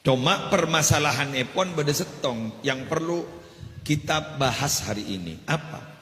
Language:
Madurese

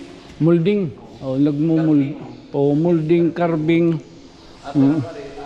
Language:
Waray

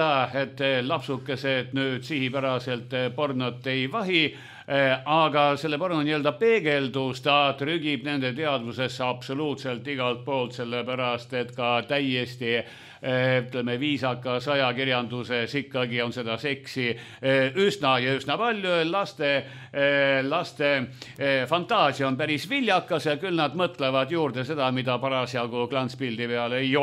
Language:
Estonian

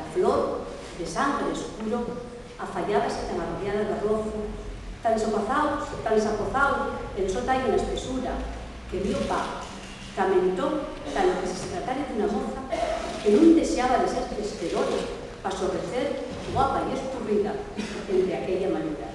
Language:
Asturian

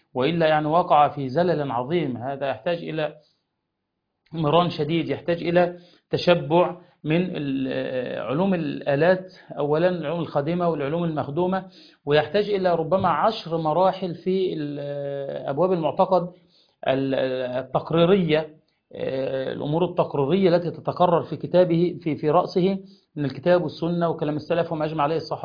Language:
Arabic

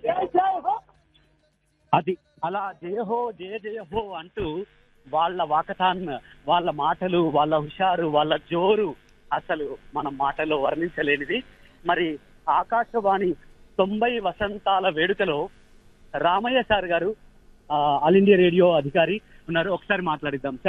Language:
Telugu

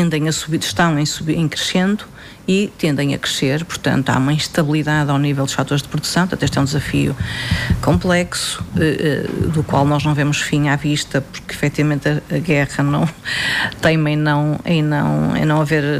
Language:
Portuguese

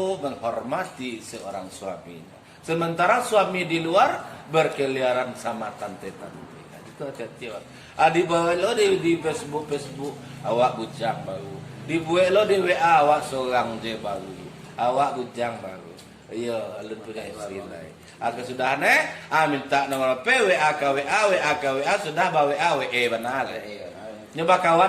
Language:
Minangkabau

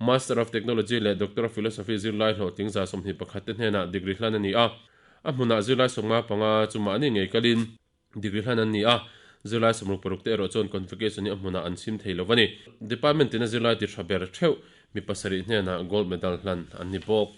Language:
Mizo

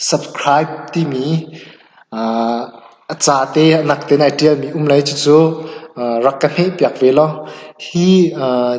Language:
Hakha Chin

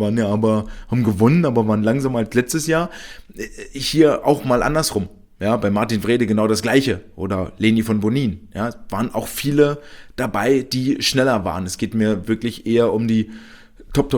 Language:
German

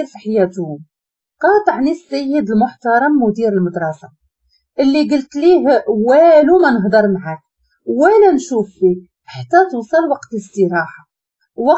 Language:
Moroccan Arabic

